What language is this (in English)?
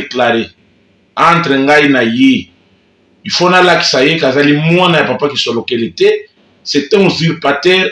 Lingala